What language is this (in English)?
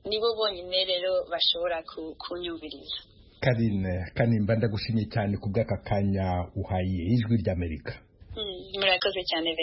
Kinyarwanda